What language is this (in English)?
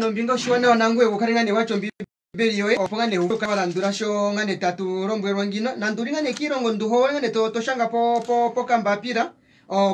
Kuanyama